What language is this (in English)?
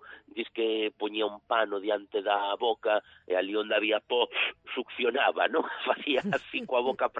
Galician